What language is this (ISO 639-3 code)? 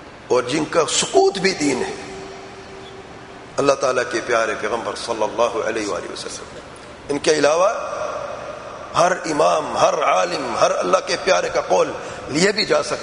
urd